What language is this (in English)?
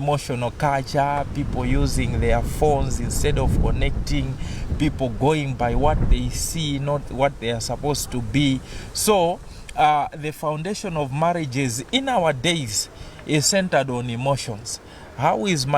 English